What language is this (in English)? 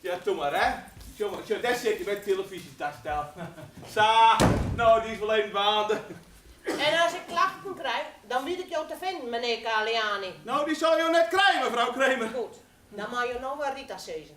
Western Frisian